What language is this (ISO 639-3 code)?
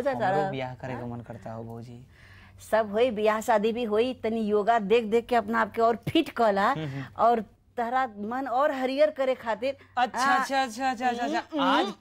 bho